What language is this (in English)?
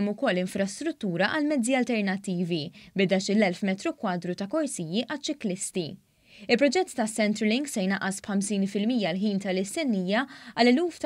Maltese